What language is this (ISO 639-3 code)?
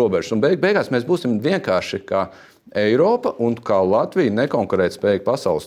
lav